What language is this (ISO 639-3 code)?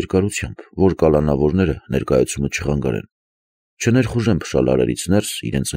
hye